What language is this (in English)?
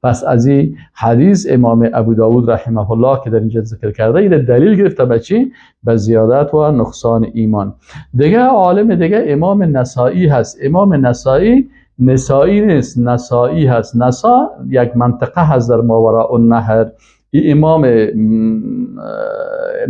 Persian